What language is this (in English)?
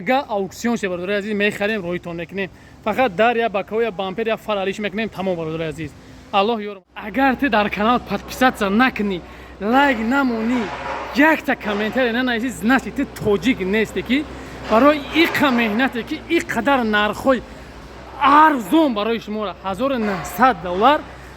Tajik